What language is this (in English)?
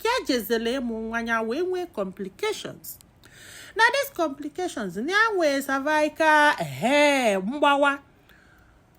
Igbo